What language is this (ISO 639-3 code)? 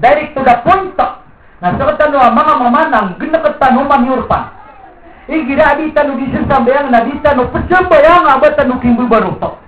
mrw